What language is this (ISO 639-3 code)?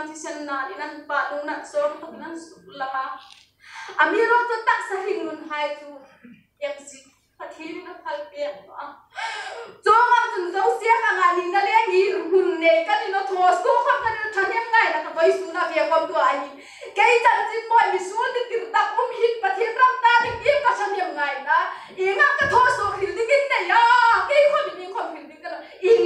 hmr